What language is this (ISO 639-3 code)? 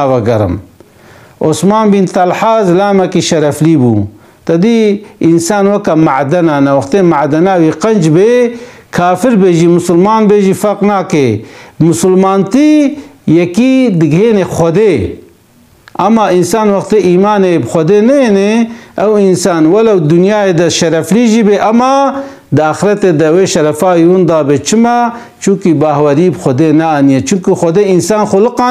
kur